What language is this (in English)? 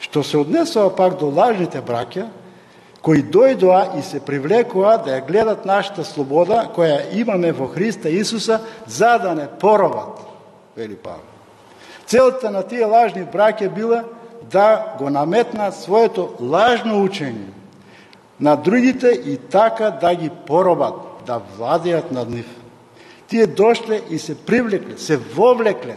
Macedonian